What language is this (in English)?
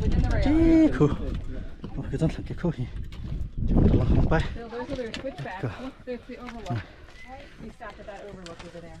Hakha Chin